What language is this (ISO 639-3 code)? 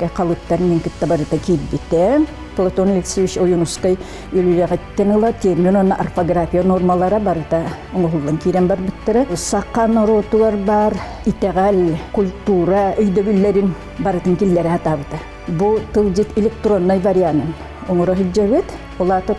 sah